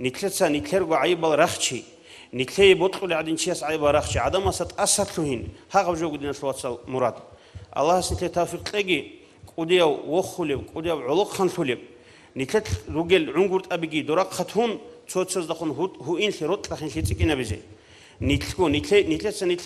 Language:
Avaric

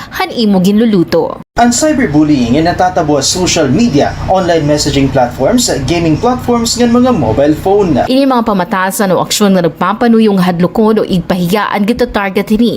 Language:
Waray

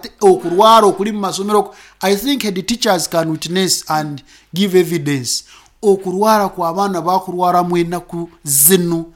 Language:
Nyankole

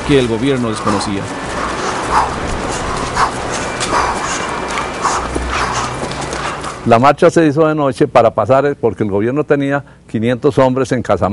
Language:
Spanish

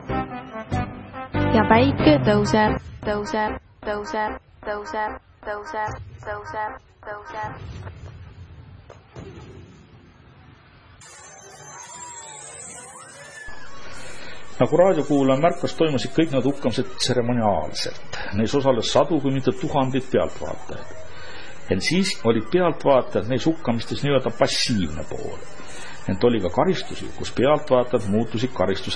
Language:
Estonian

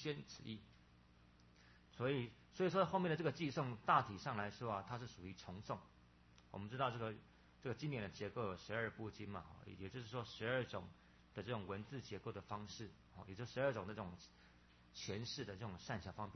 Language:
Chinese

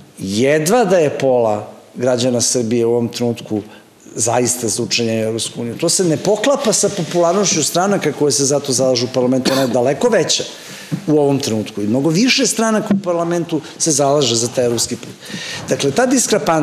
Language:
Serbian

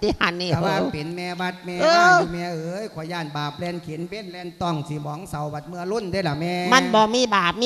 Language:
Lao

